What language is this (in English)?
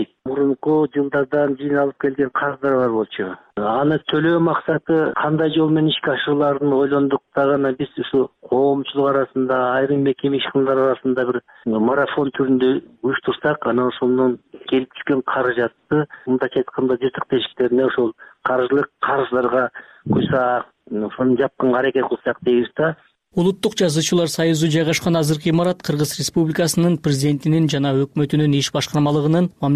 Kyrgyz